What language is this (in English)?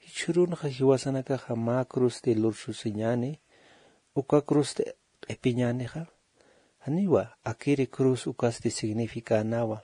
Aymara